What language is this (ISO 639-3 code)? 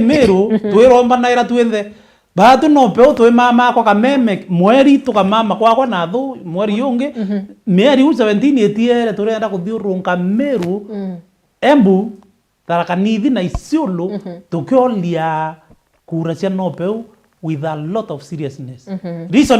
mer